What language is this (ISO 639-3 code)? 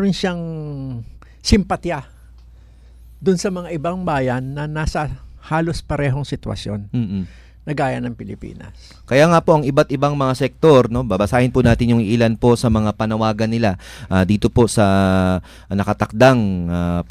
fil